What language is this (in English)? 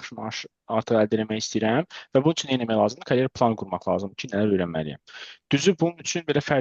Azerbaijani